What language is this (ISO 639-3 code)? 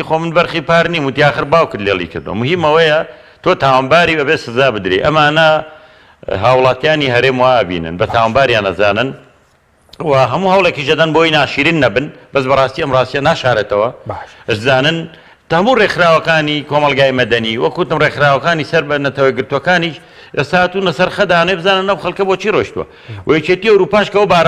ckb